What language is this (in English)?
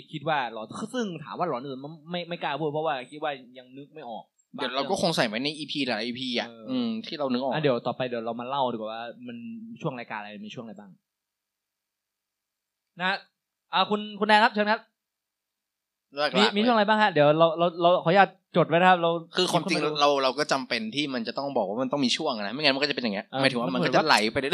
Thai